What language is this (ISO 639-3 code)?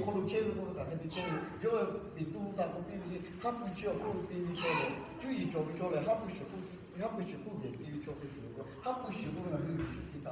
lhu